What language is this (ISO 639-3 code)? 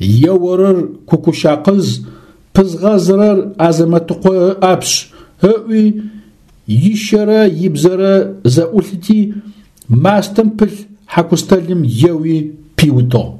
ady